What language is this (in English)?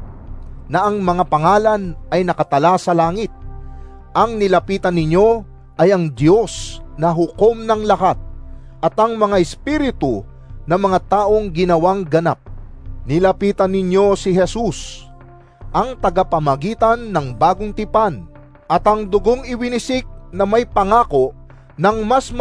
Filipino